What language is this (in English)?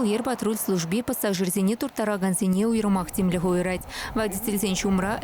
Chuvash